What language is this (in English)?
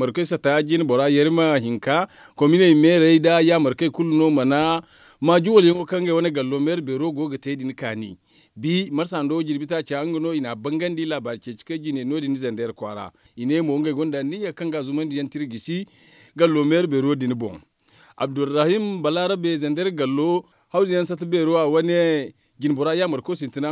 Zarma